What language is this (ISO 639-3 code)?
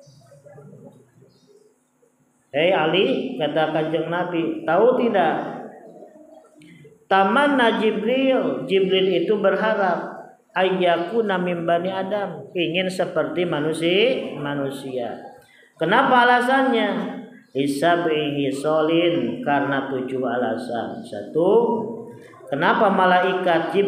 ind